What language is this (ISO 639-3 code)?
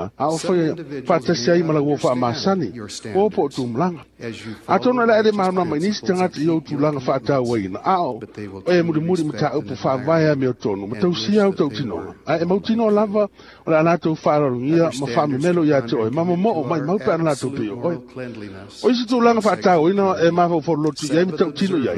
smo